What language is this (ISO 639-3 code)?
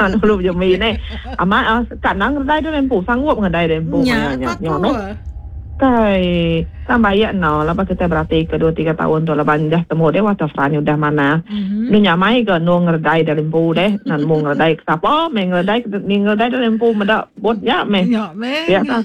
iba